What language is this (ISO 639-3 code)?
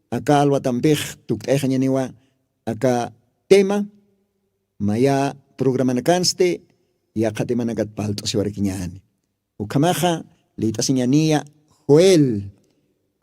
aym